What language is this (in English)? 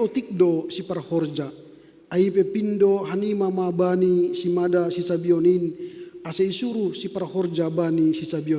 Batak Simalungun